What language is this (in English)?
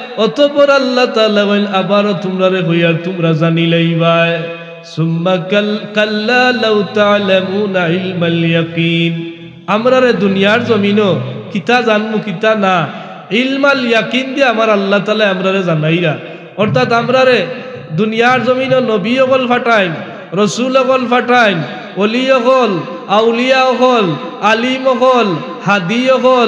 Sylheti